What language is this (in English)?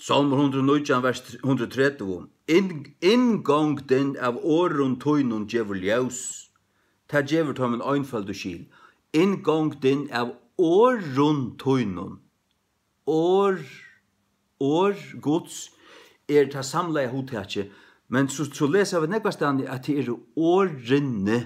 Faroese